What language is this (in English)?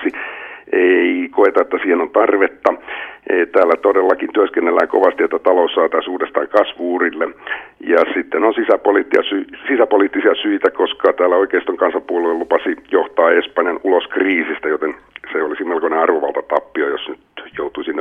Finnish